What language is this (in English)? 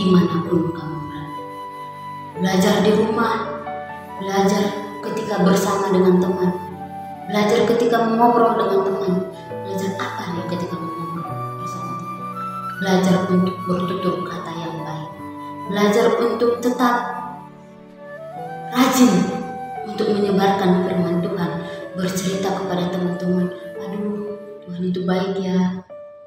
Indonesian